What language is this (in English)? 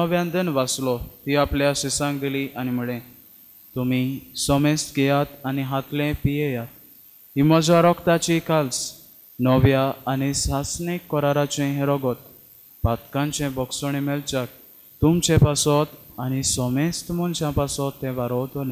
Konkani